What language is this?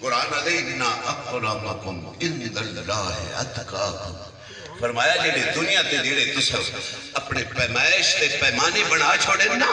Saraiki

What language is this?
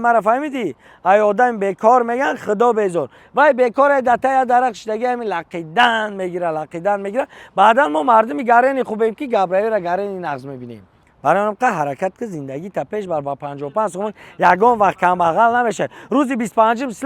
Tajik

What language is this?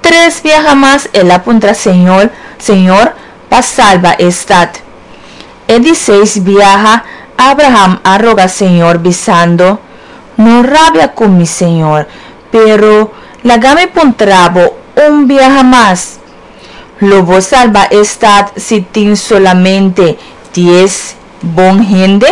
Papiamento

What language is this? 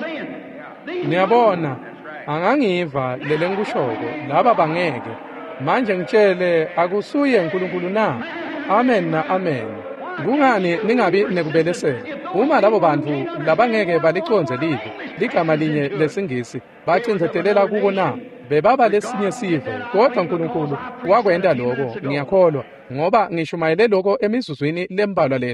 Swati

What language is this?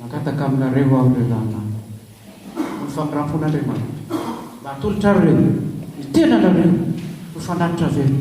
Malagasy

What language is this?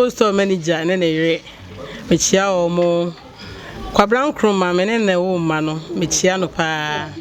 Akan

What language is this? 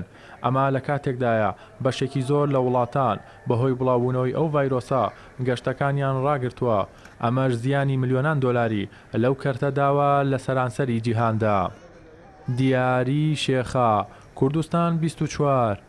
Central Kurdish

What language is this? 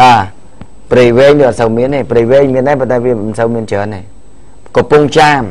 Khmer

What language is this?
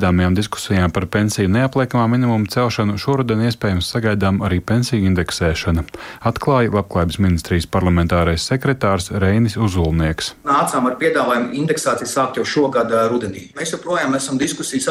Latvian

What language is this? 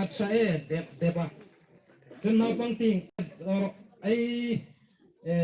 Hmar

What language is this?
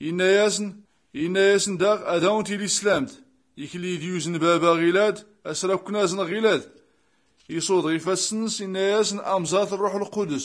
Tachelhit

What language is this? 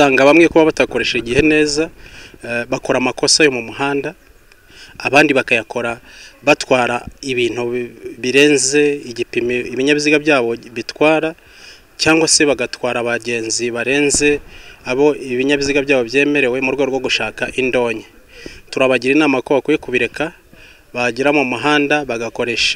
Kinyarwanda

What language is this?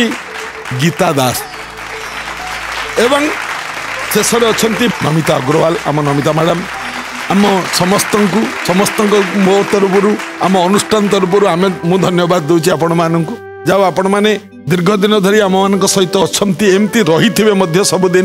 Odia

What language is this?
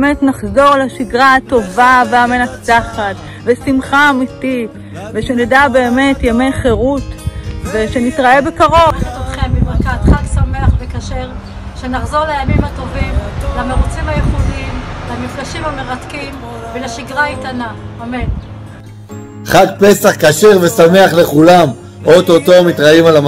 Hebrew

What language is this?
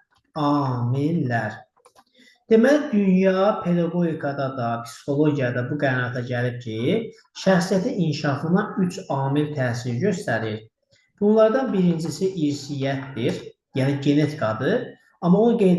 Azerbaijani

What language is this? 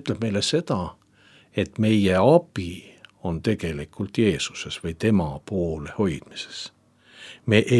Estonian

